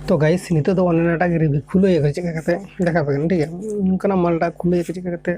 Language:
Santali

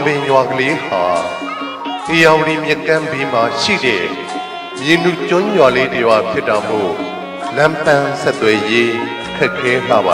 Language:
Burmese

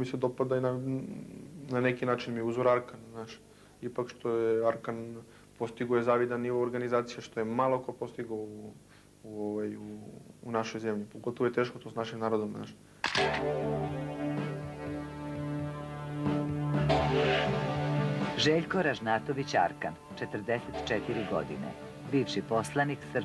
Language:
Serbian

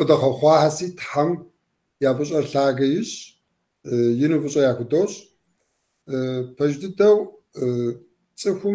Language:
Kabardian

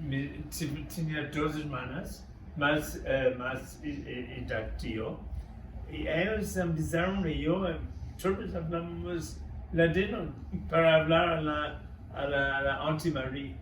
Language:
Ladino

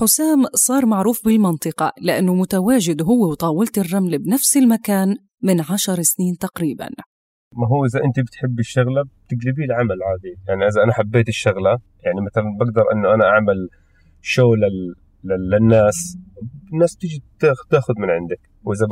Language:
North Levantine Arabic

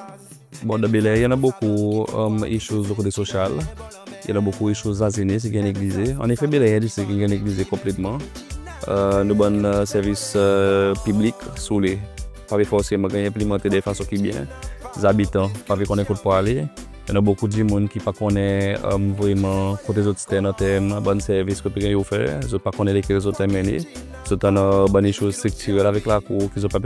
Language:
Seselwa Creole French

